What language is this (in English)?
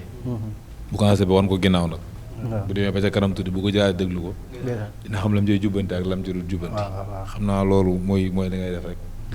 Wolof